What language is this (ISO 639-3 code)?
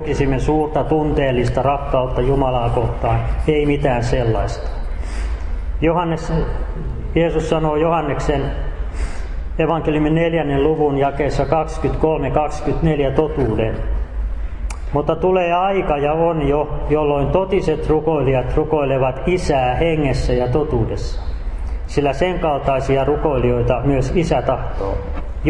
fin